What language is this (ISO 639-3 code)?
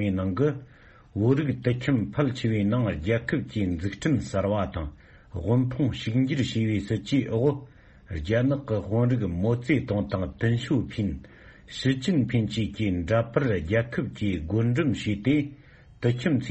bod